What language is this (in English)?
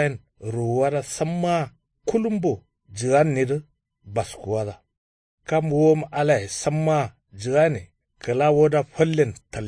Kanuri